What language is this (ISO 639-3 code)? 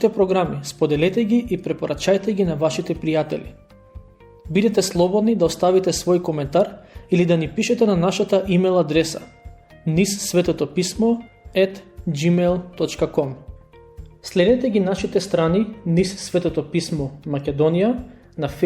mkd